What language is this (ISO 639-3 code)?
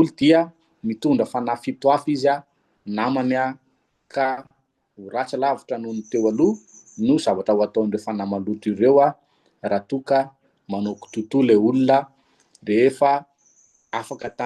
mlg